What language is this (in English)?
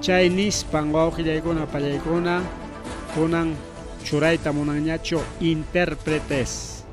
Ayacucho Quechua